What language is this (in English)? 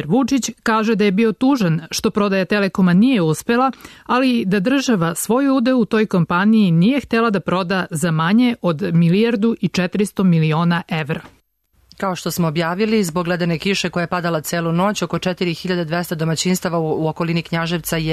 Serbian